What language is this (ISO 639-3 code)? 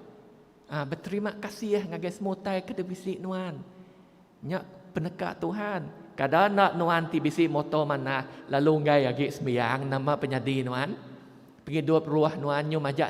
iba